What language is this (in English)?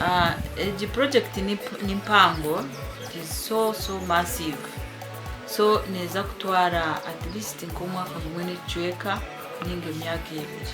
Nyankole